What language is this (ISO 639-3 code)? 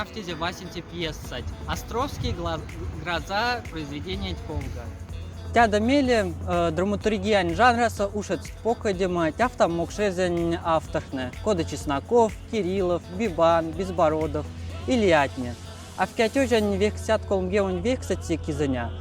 mdf